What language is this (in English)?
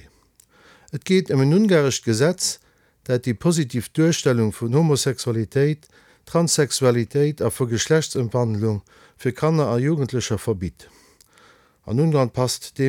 Luxembourgish